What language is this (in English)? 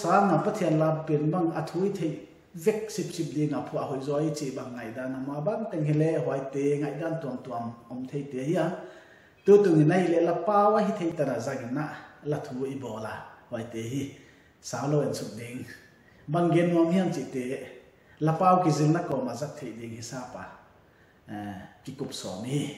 Paite Chin